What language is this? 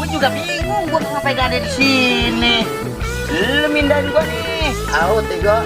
Betawi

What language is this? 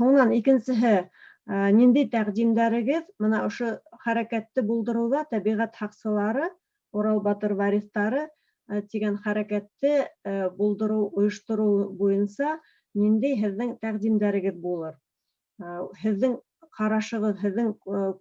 Bashkir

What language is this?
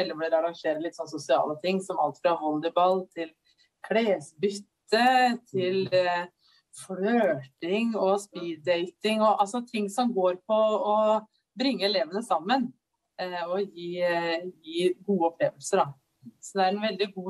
Norwegian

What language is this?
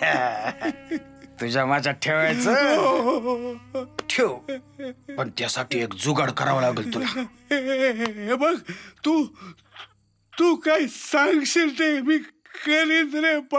Marathi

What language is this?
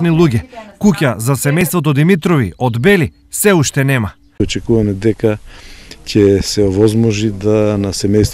Macedonian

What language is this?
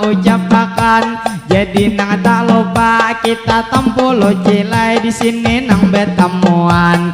Banjar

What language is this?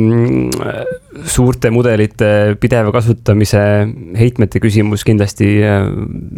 Estonian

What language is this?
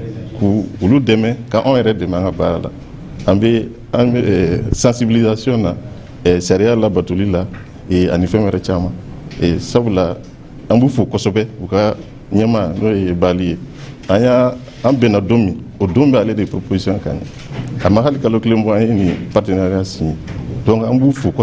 Bambara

